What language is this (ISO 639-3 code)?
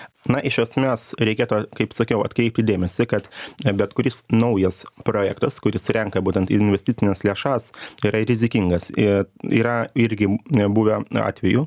lit